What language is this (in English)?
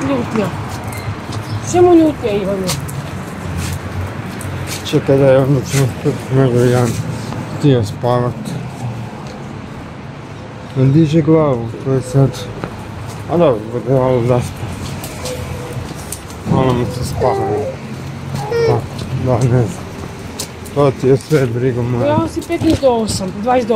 Croatian